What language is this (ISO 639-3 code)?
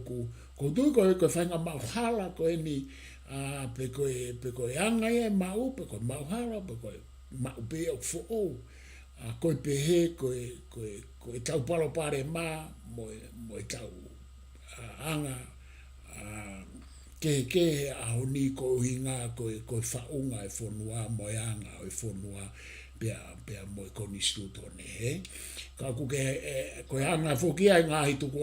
ton